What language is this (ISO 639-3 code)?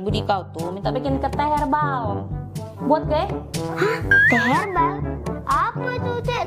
mui